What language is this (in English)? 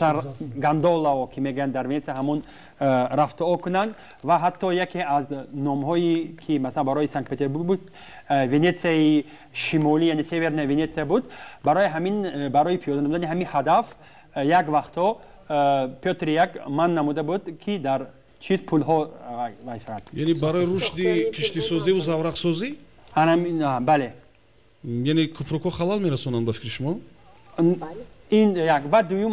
Tajik